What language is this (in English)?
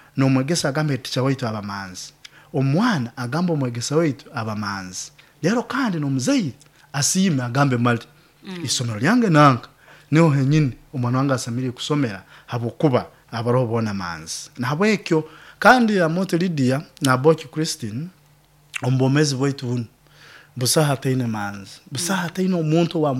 Nyoro